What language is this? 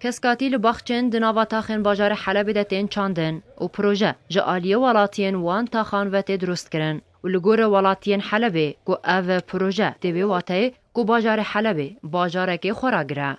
Kurdish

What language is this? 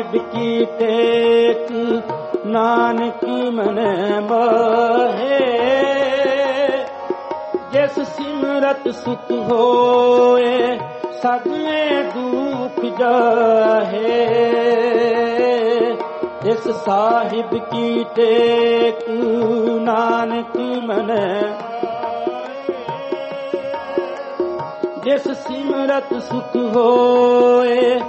Punjabi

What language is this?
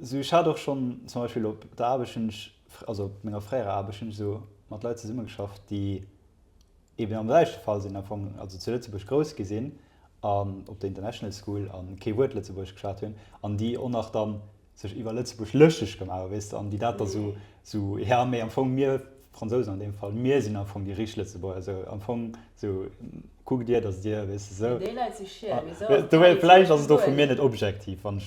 Luxembourgish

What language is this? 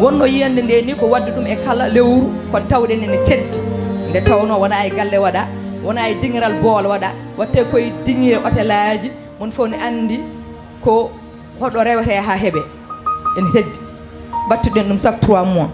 Fula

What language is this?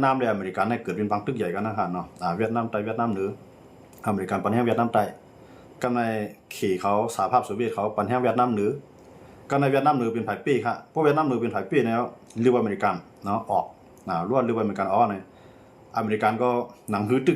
Shan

